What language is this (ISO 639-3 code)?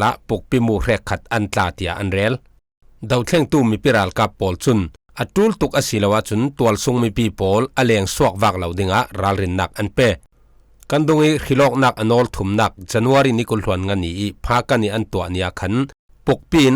cfm